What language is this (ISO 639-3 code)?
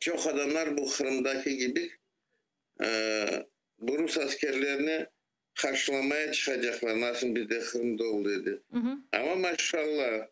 crh